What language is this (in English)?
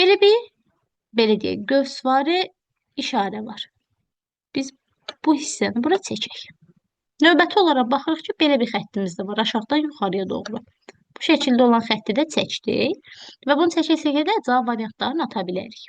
Azerbaijani